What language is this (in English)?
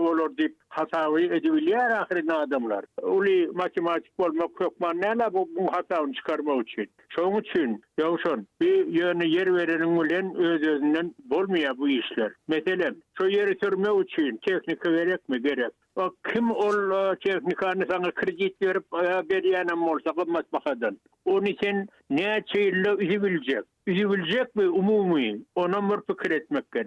Turkmen